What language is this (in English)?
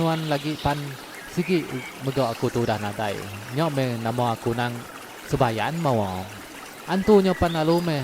Iban